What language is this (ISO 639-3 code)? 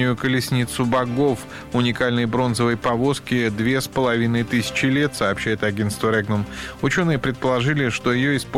rus